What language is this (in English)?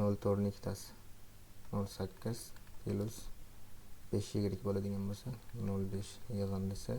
Uzbek